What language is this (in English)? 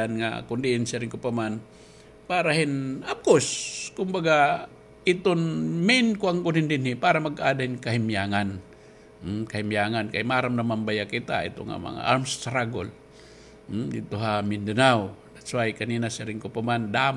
Waray